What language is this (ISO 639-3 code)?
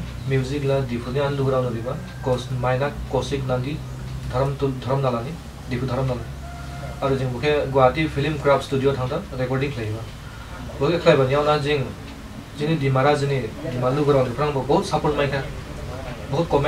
dis